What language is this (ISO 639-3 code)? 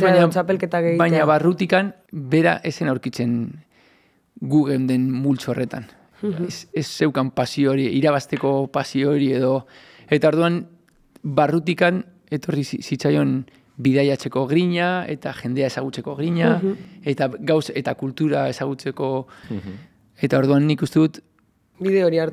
eus